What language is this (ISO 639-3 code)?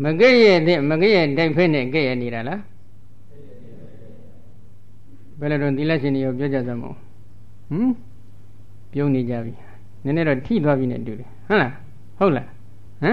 mya